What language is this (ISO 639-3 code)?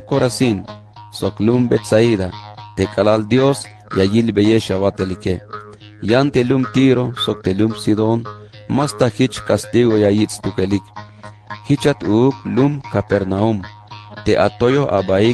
tzh